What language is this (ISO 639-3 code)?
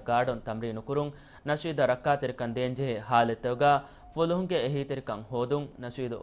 div